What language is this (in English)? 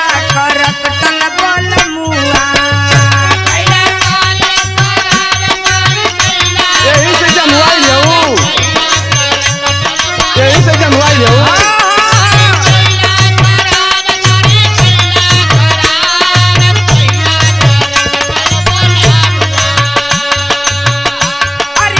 Bhojpuri